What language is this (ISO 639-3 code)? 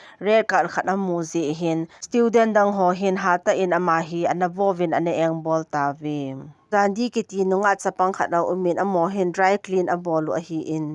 tcz